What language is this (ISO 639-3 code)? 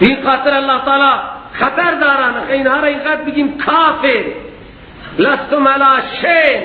fas